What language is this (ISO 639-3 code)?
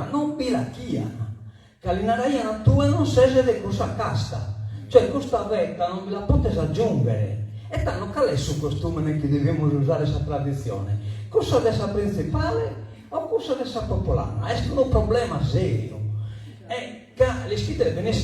srd